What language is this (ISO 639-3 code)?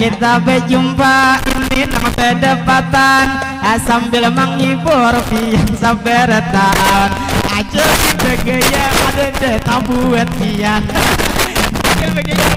bjn